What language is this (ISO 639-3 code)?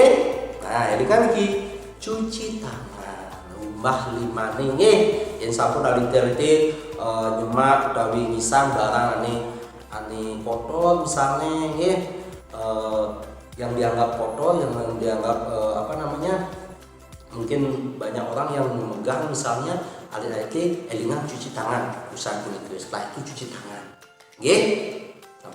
ban